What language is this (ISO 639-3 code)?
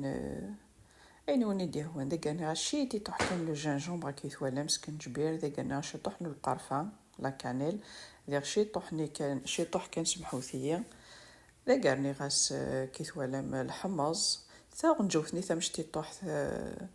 kab